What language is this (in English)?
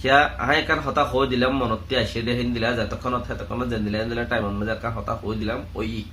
Rohingya